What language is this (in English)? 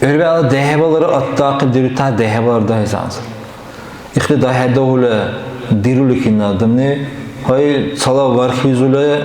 Dargwa